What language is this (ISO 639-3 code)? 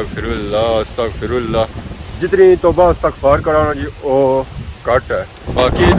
phr